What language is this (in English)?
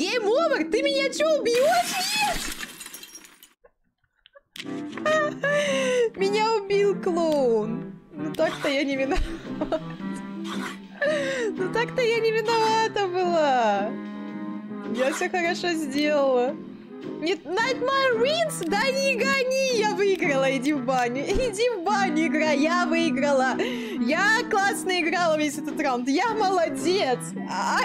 Russian